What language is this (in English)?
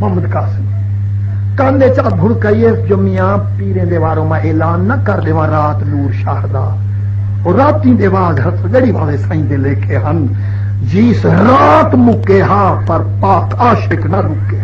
Saraiki